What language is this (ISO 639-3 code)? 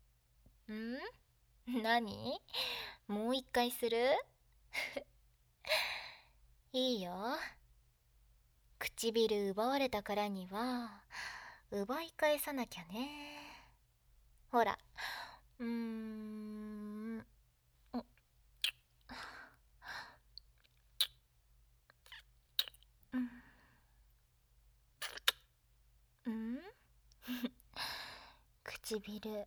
jpn